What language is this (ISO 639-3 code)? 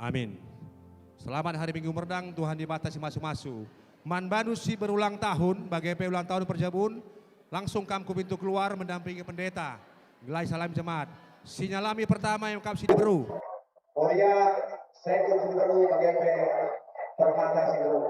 btx